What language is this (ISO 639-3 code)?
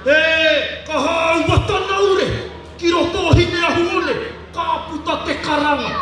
mri